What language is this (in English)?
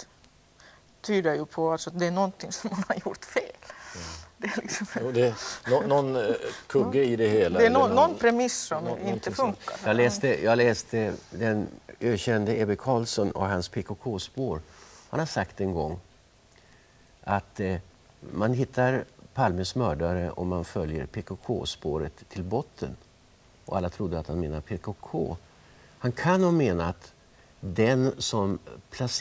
Swedish